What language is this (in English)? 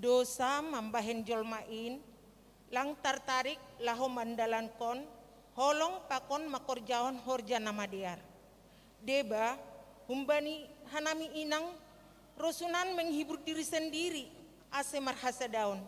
Batak Simalungun